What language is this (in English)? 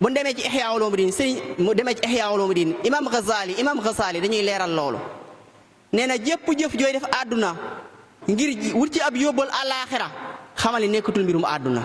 Wolof